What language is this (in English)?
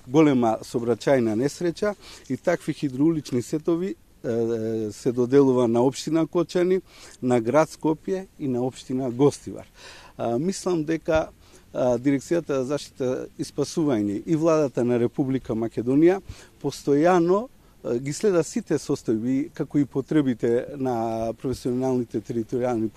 Macedonian